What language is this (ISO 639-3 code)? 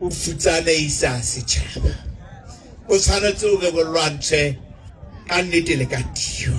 sot